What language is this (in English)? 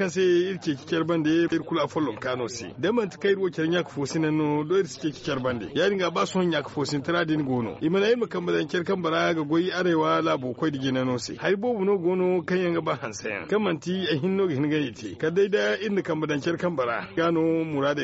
Zarma